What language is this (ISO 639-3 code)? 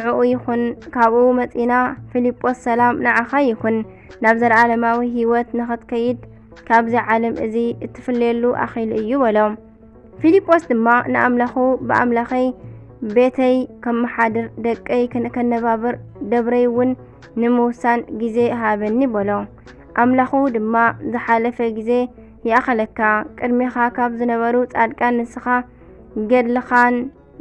tir